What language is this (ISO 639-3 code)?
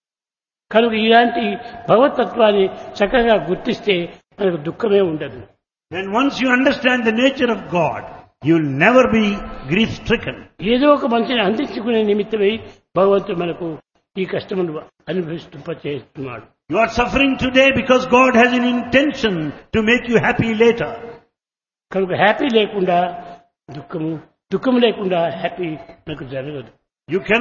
tel